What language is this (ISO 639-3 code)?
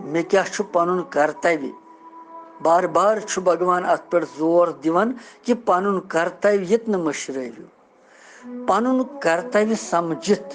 kas